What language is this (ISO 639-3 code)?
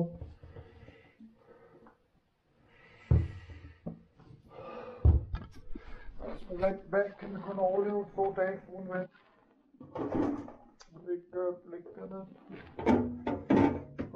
dan